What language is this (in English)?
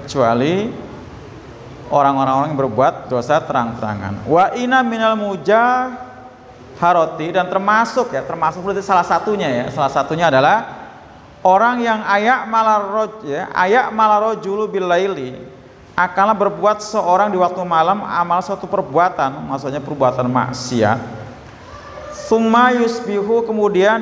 Indonesian